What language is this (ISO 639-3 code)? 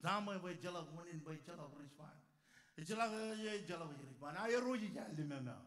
mah